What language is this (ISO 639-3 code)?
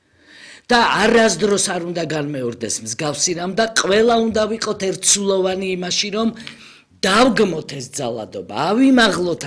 kat